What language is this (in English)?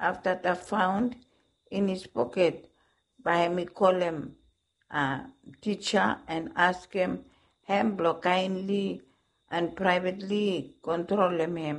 Bislama